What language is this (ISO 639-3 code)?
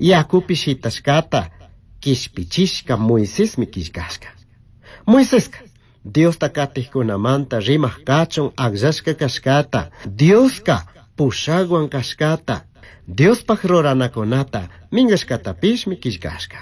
qug